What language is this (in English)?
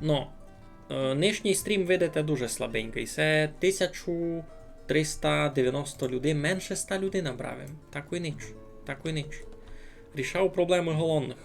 Rusyn